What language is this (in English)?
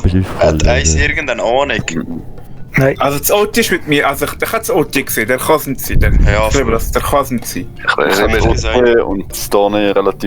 Swiss German